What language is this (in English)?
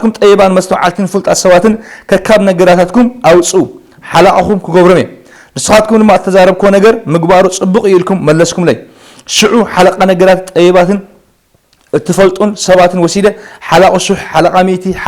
Tigrinya